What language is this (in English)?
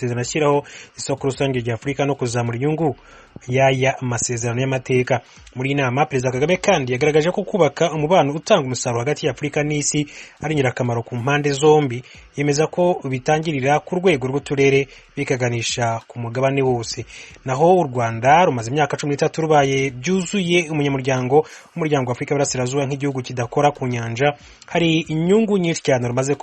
Kinyarwanda